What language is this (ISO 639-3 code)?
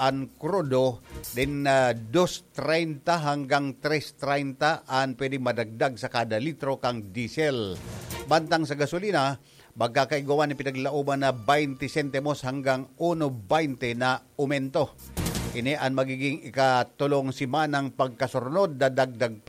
bik